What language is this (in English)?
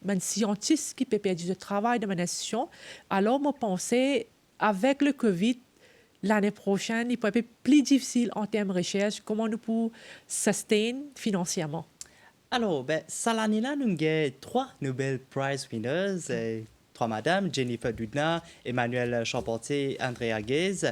Morisyen